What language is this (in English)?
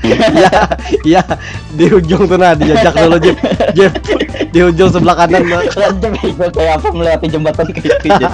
Banjar